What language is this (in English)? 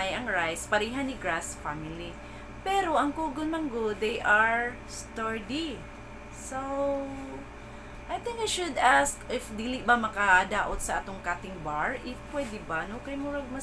Cebuano